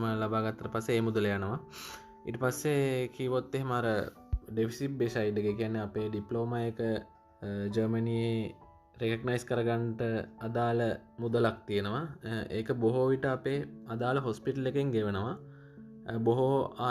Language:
Sinhala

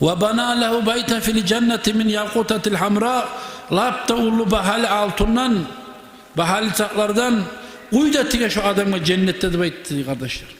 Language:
Kumyk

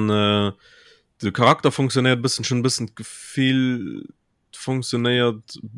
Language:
Luxembourgish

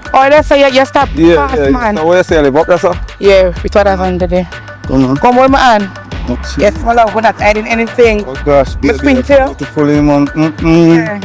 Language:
Jamaican Creole English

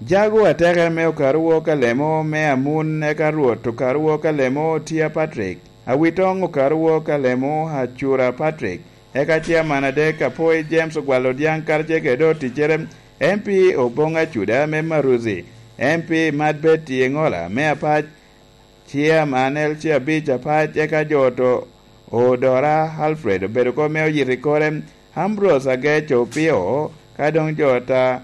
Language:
Lango (Uganda)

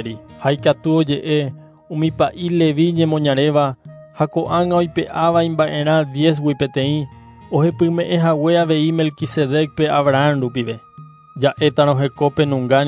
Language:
Guarani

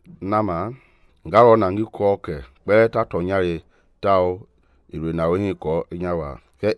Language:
Mende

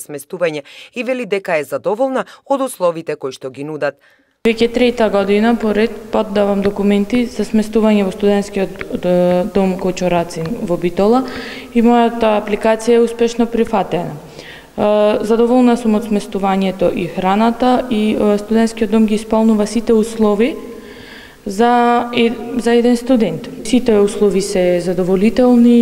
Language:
Macedonian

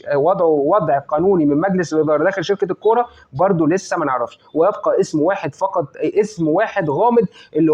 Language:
Egyptian Arabic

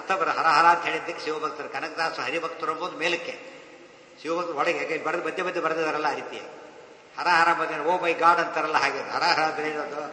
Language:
Kannada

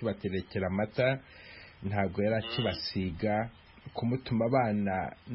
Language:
Kinyarwanda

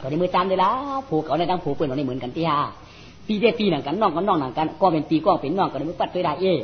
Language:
Shan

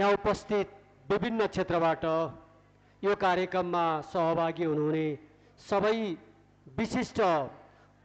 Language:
Nepali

